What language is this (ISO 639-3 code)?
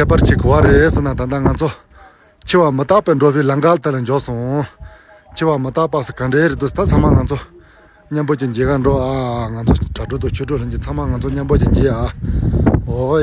bod